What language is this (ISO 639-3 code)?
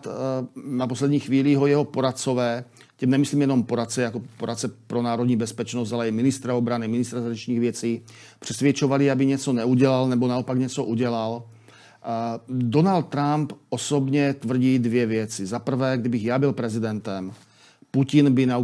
ces